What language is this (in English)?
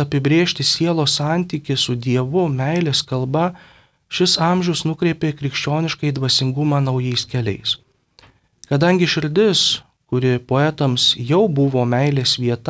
Lithuanian